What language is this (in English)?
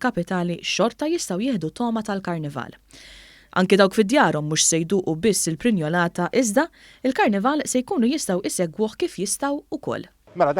Maltese